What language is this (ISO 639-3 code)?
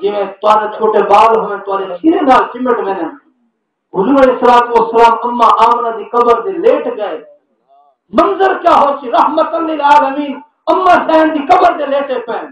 skr